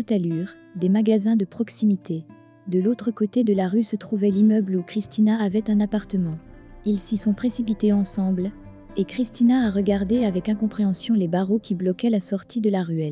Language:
French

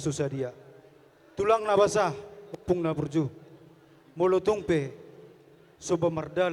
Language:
Batak Toba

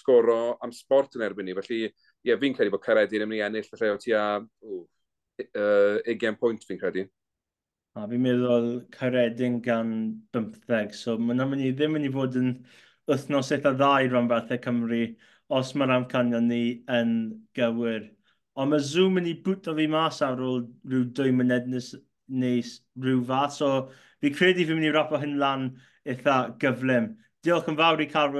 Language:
Welsh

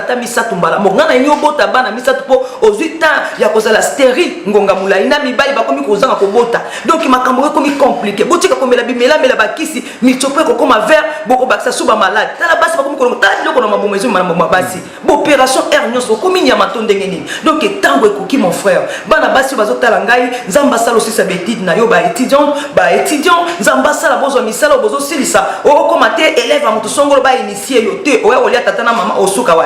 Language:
Lingala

